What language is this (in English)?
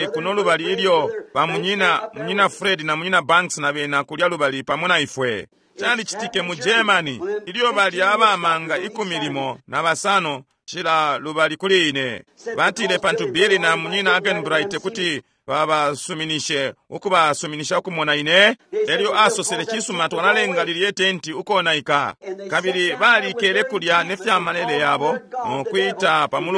Bemba